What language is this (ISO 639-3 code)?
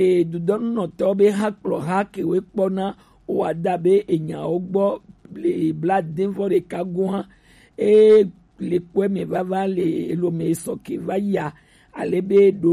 gej